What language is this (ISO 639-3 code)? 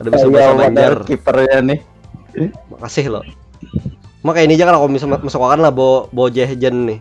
bjn